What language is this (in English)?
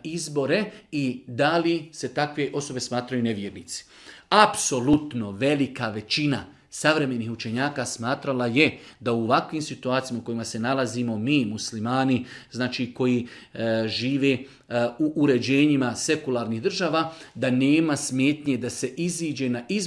Bosnian